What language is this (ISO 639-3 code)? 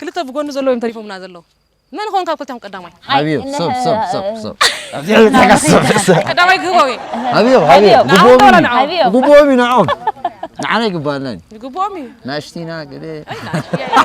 tir